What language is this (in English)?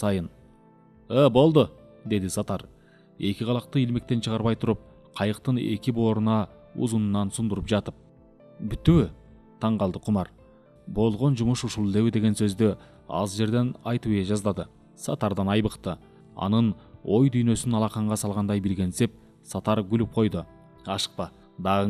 Kyrgyz